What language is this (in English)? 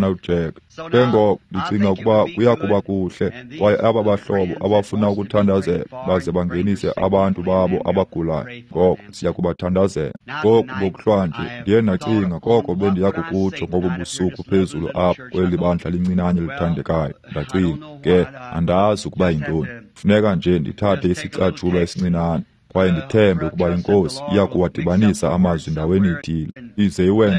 Xhosa